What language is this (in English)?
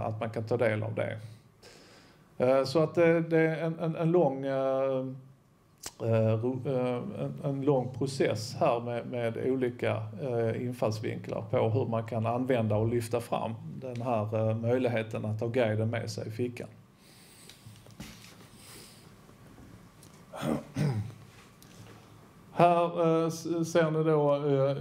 Swedish